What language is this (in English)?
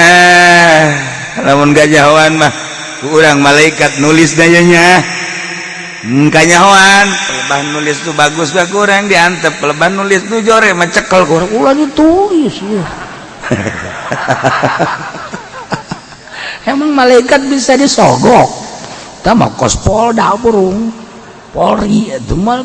Sundanese